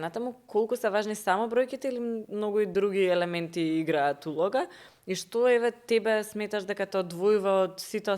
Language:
Macedonian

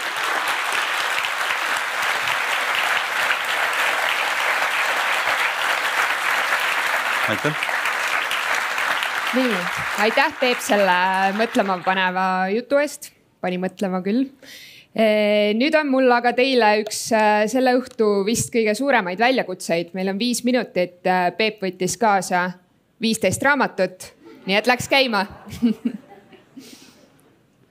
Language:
Estonian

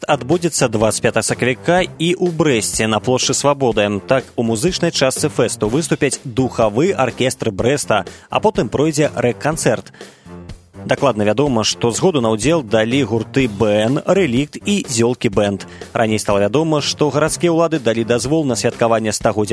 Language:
Belarusian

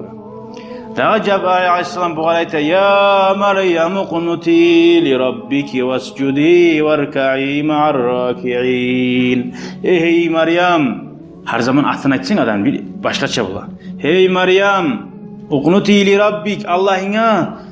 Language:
Kumyk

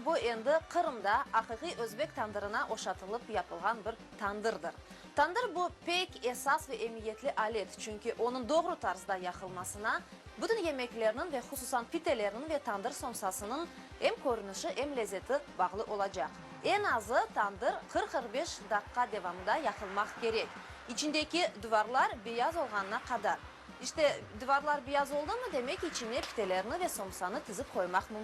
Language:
Crimean Tatar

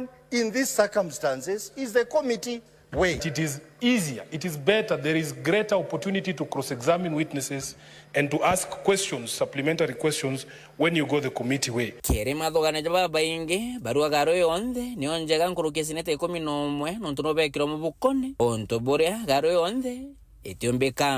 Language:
Meru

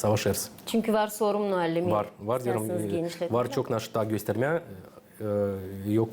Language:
Gagauz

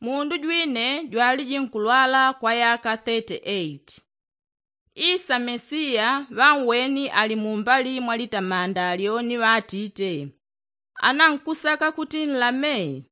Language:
Yao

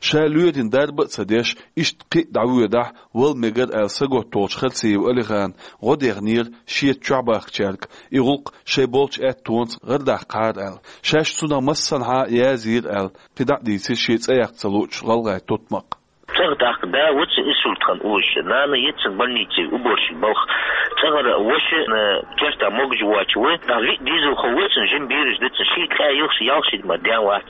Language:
Chechen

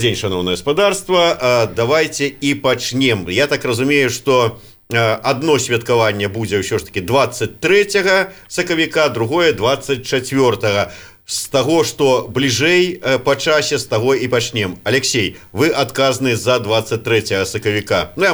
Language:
Belarusian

